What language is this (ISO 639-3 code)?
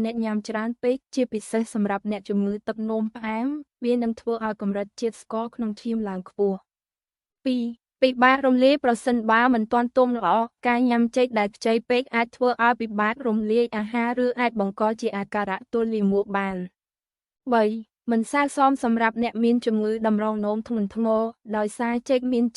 khm